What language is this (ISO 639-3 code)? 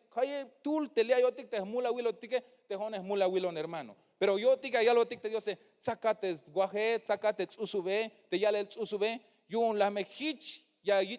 tzh